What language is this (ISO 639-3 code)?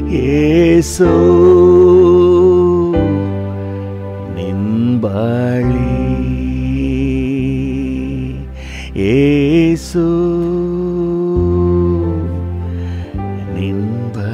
kan